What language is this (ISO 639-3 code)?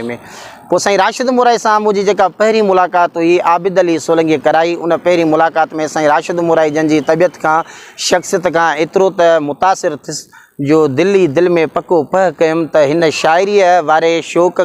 snd